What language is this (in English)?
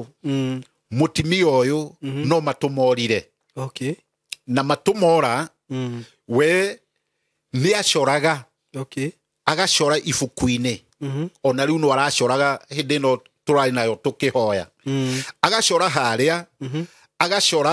Kikuyu